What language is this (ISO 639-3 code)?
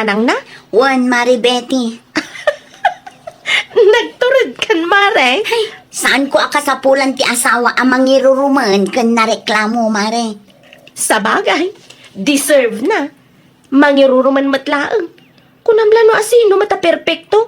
ilo